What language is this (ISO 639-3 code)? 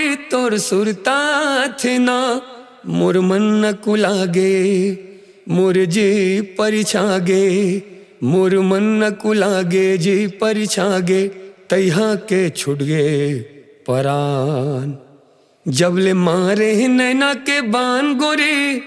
hne